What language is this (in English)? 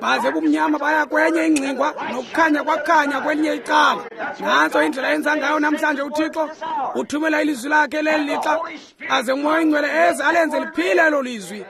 Xhosa